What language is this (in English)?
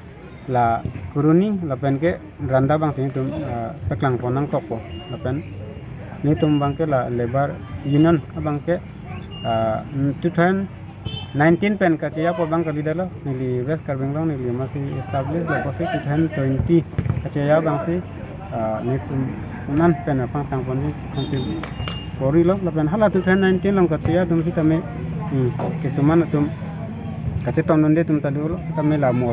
Karbi